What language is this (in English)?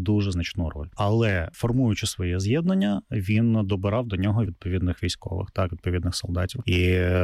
Ukrainian